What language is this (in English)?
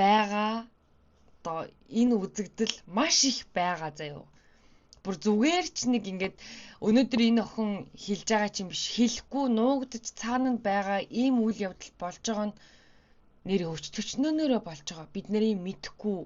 Mongolian